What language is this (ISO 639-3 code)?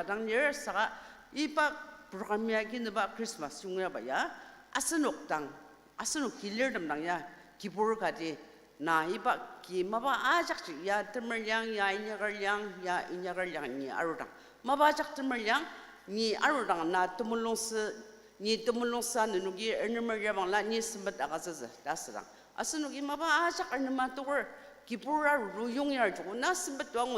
njo